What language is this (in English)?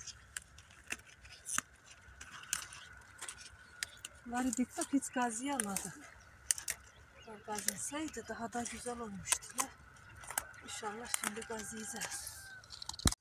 Turkish